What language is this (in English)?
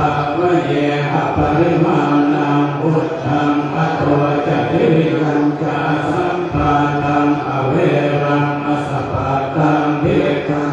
Pali